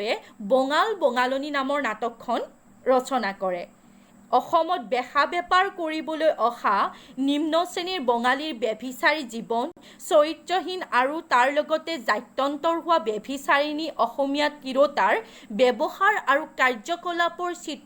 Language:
Assamese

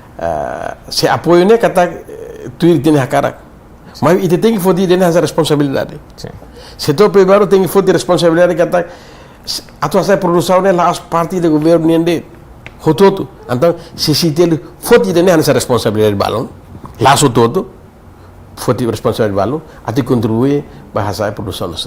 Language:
Tetum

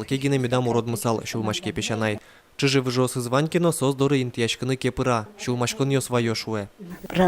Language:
Udmurt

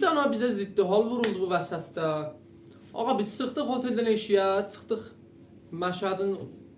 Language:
South Azerbaijani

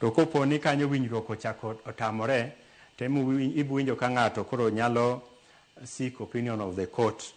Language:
Luo (Kenya and Tanzania)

